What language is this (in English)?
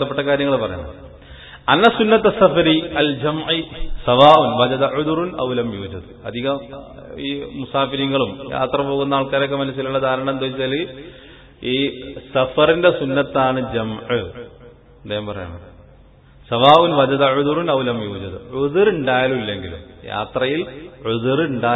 Malayalam